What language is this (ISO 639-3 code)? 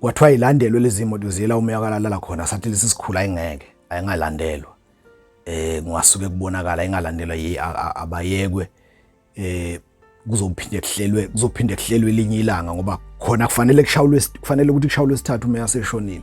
zul